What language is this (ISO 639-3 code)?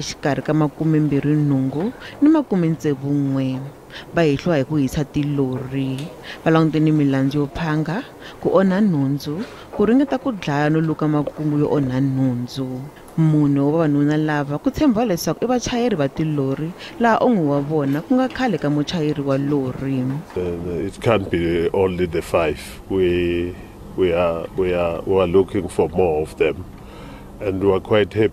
tso